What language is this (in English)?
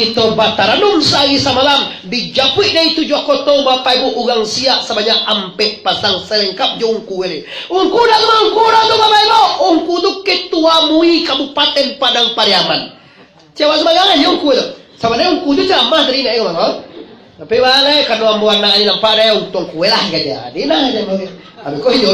Minangkabau